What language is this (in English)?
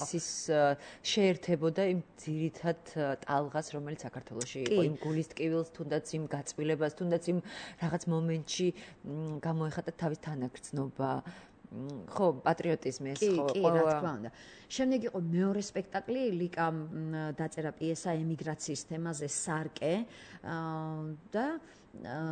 Georgian